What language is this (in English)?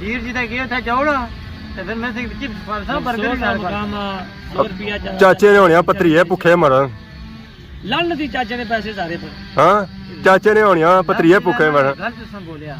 Pahari-Potwari